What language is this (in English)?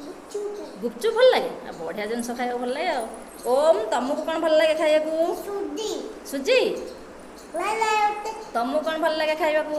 Odia